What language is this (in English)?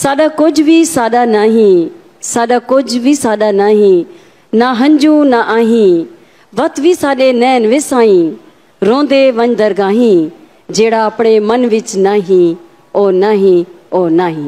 Saraiki